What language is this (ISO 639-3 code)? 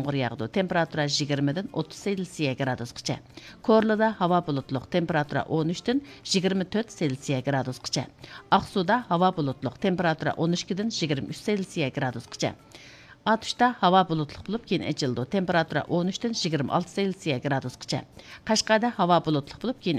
uig